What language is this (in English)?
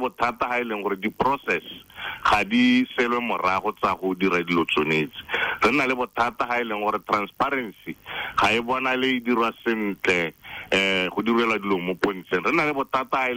Tswana